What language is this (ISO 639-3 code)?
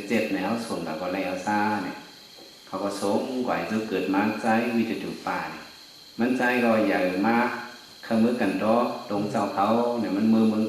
shn